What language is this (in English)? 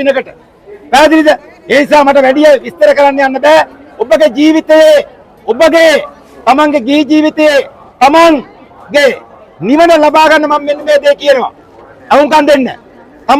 Sinhala